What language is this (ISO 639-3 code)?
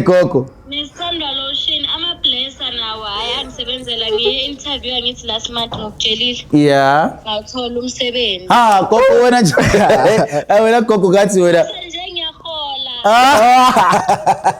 zul